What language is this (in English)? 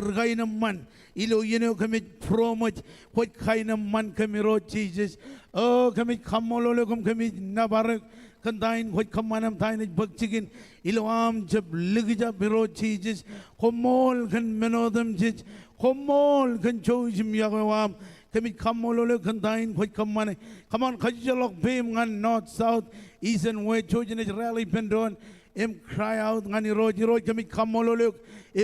Marshallese